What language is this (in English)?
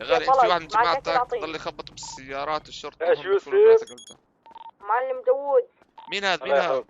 North Levantine Arabic